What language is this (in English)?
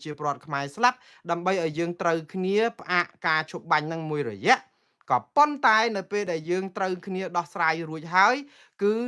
Khmer